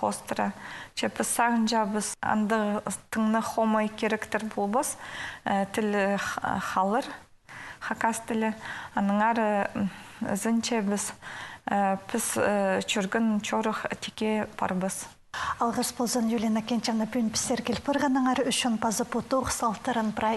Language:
Khakas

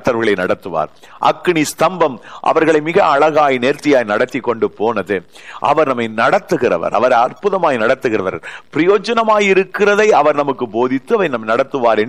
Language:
Tamil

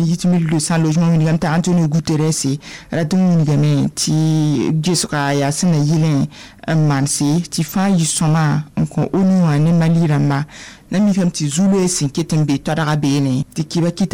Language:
Mossi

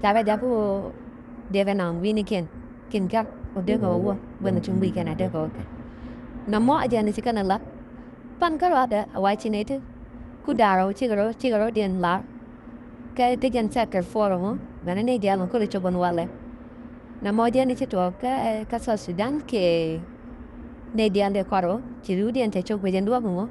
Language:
Nuer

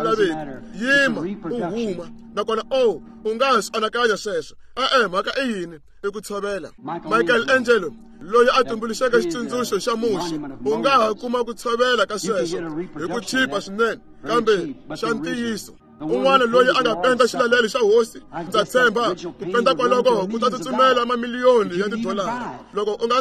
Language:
Tsonga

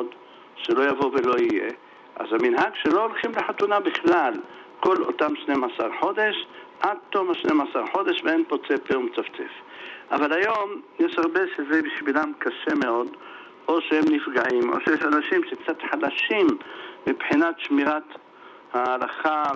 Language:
Hebrew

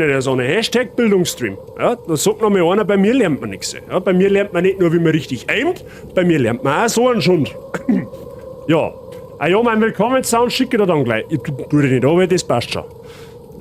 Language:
Bavarian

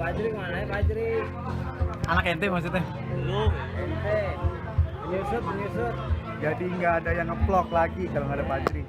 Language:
Betawi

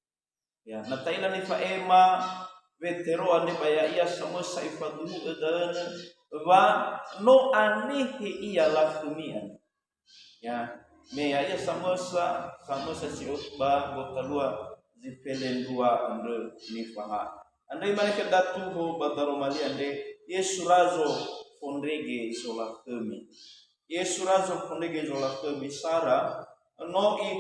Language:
Nias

